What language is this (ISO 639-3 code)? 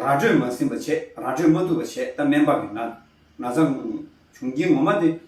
bod